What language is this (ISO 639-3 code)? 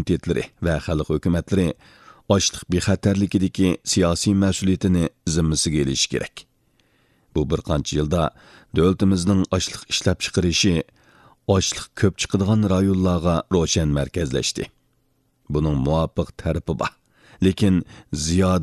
uig